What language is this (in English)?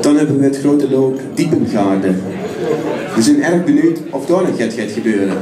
Limburgish